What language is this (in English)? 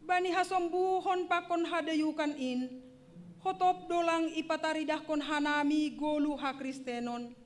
Batak Simalungun